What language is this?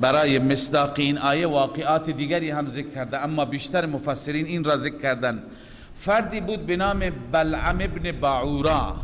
Persian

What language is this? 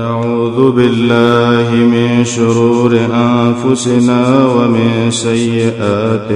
Pashto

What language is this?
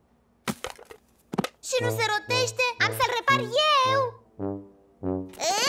Romanian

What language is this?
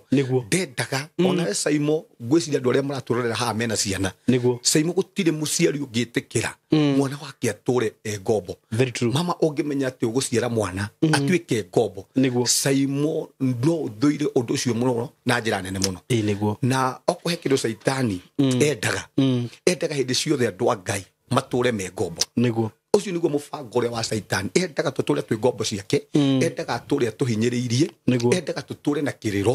Kikuyu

